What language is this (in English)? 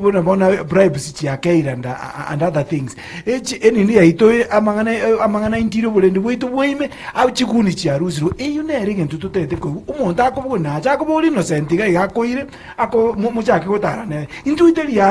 Gusii